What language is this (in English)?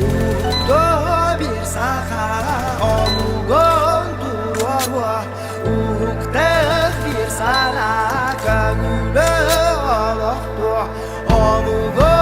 Yakut